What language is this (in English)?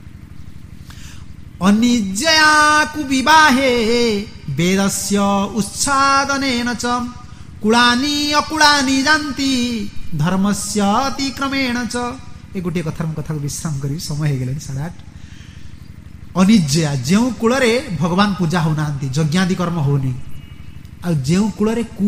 Odia